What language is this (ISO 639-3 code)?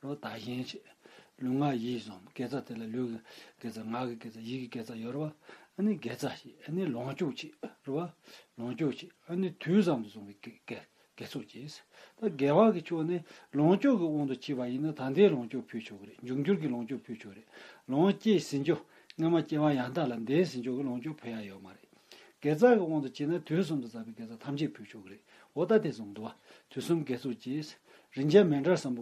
bod